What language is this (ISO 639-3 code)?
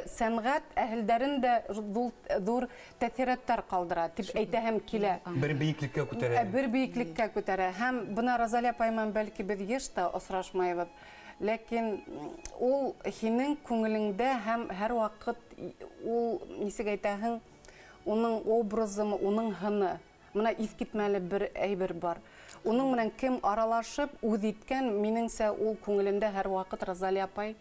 bak